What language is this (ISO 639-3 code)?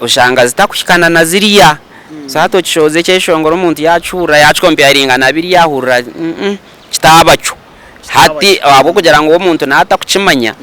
nyn